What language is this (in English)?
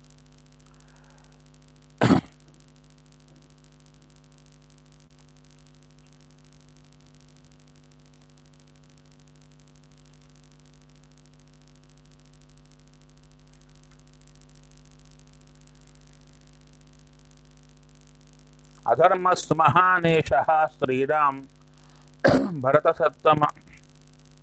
Kannada